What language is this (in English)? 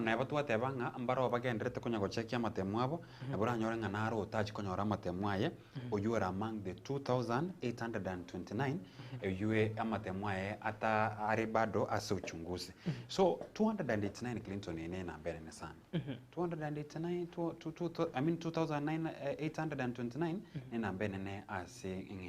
Gusii